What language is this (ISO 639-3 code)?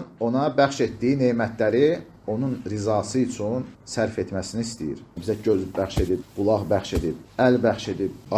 aze